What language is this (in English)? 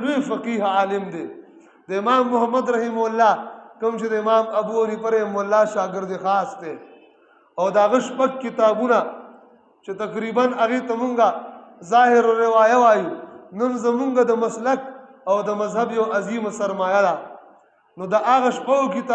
Pashto